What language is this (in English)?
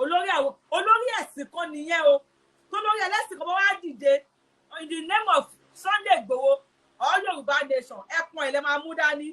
Yoruba